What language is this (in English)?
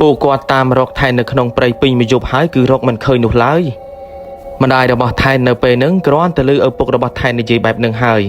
Khmer